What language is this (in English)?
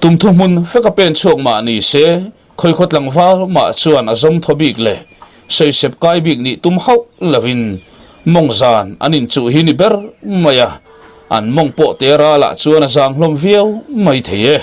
Mizo